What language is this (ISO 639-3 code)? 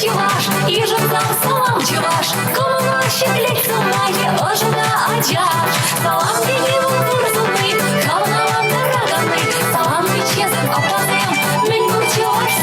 chv